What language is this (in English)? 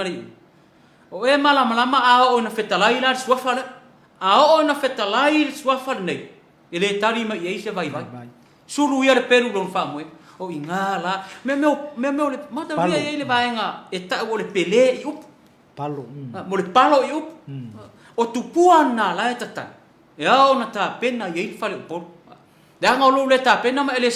Samoan